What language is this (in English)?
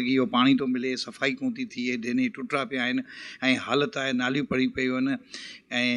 Sindhi